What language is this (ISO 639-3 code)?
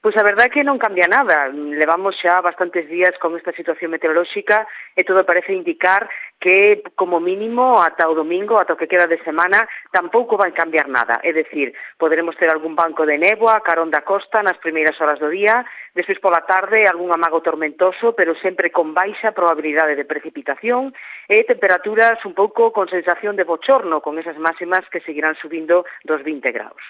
glg